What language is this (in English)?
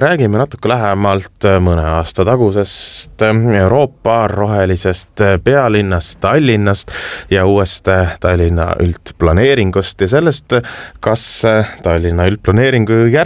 Estonian